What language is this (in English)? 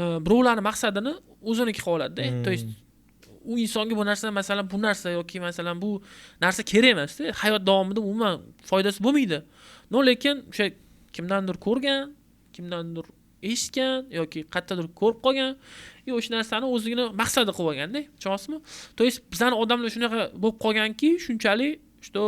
Uzbek